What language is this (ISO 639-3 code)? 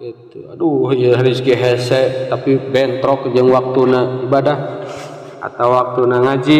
sun